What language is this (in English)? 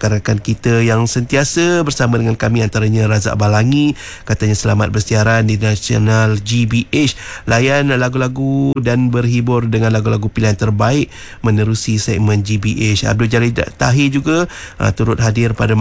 Malay